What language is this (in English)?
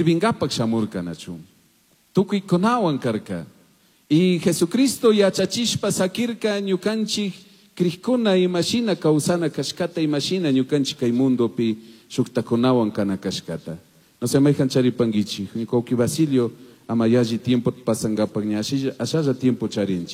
Chimborazo Highland Quichua